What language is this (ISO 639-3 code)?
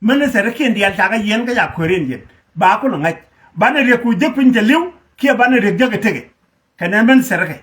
nus